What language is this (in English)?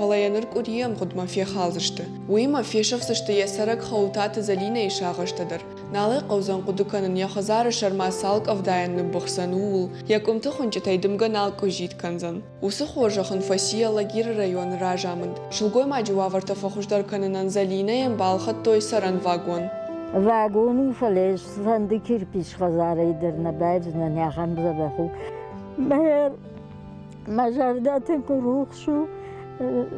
Ossetic